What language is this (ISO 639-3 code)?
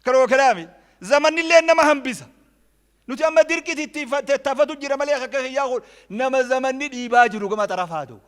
orm